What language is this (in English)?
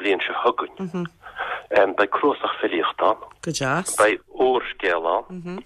Irish